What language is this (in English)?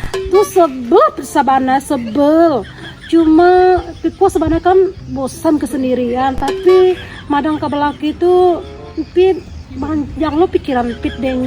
Minangkabau